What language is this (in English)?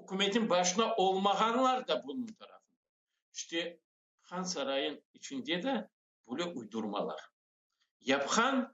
Crimean Tatar